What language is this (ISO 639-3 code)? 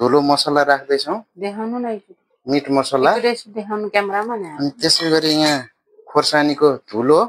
nep